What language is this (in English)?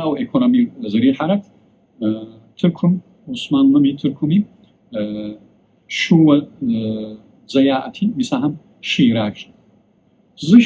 Kabardian